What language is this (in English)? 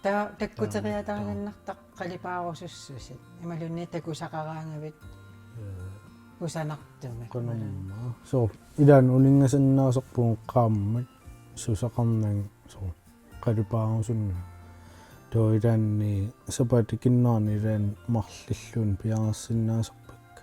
Kalaallisut